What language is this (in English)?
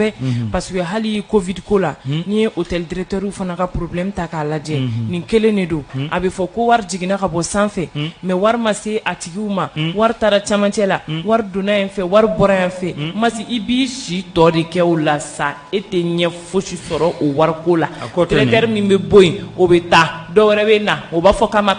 Bambara